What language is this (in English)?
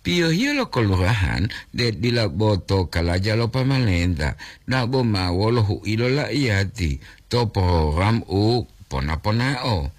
Gorontalo